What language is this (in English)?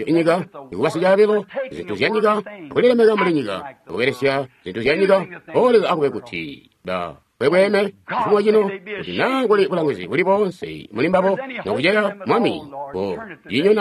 Tonga (Zambia)